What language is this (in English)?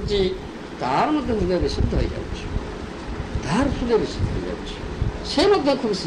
Odia